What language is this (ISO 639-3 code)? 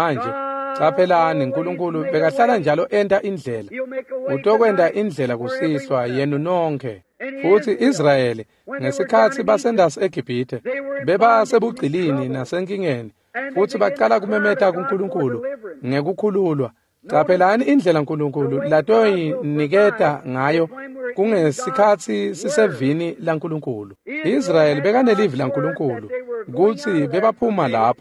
ssw